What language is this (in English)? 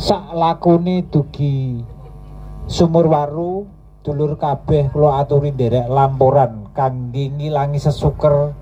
Javanese